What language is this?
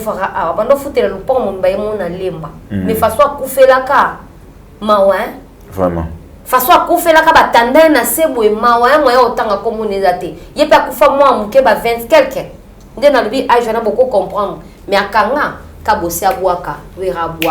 Lingala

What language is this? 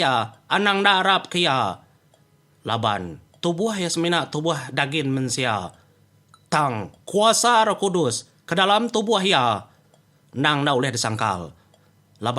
Iban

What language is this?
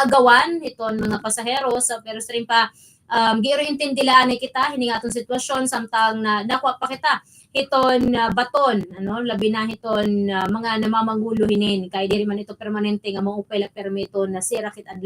Waray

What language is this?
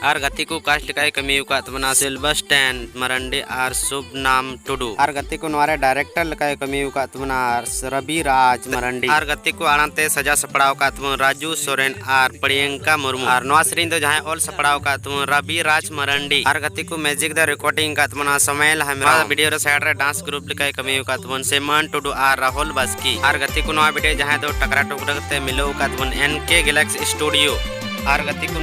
Santali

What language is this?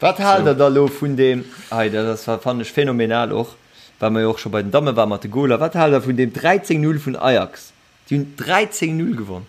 Luxembourgish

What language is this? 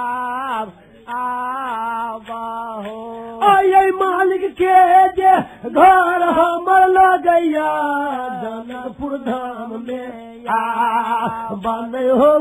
Maithili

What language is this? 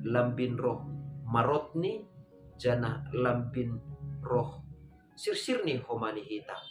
Batak Simalungun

